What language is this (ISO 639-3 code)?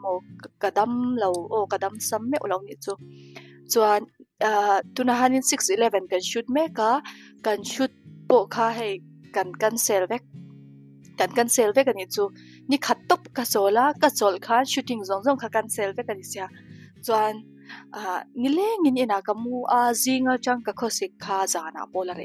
lus